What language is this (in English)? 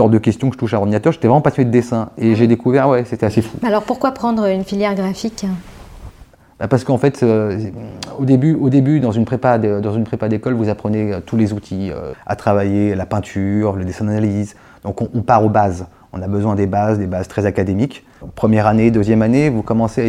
French